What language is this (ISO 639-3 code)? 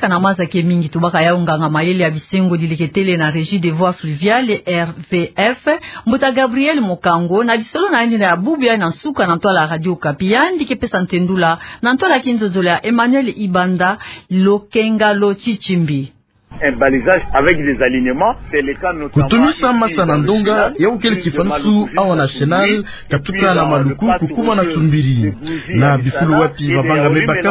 ktu